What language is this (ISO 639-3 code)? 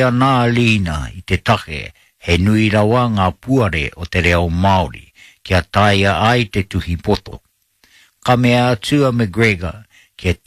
mri